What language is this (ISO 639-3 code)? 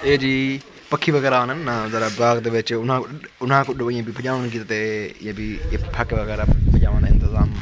skr